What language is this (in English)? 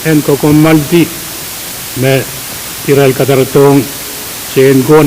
Pohnpeian